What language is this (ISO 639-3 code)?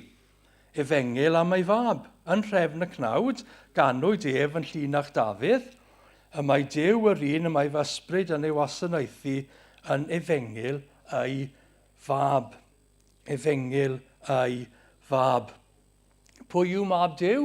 cym